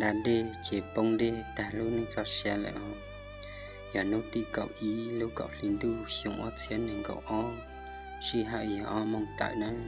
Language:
Hmong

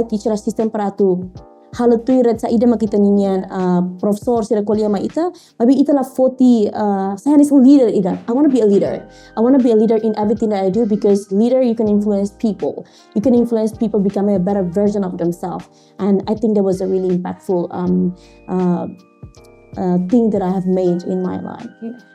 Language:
Tetum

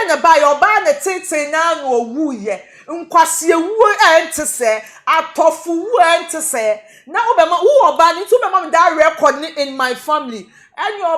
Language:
Akan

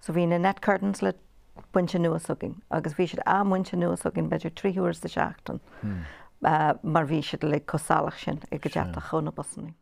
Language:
Irish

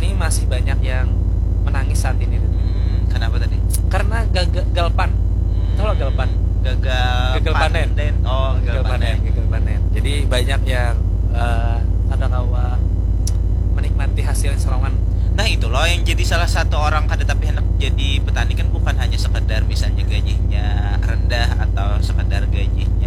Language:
Banjar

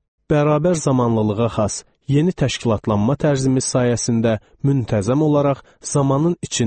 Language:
Azerbaijani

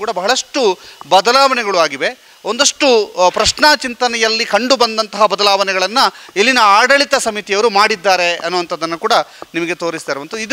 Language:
Kannada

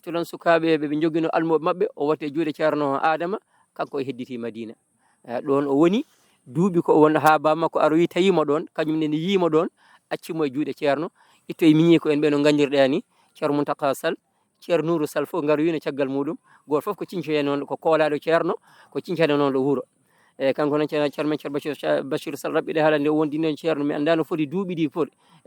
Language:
Fula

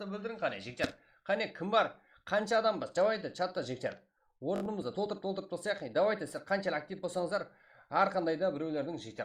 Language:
Kara-Kalpak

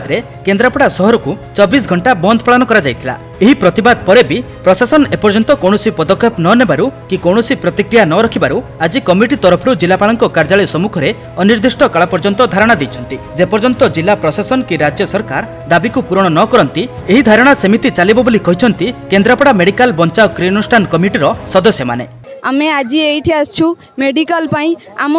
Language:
Odia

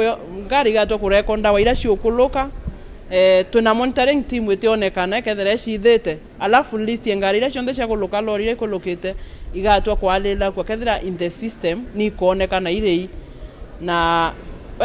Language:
Meru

